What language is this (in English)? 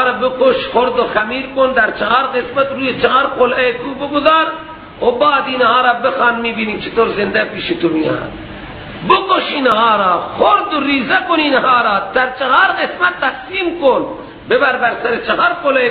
Persian